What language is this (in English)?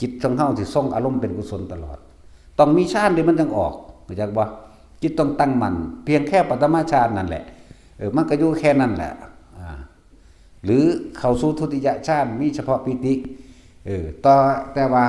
Northeastern Thai